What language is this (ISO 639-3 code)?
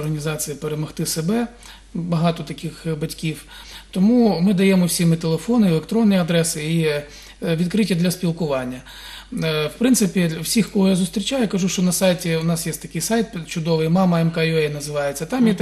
ukr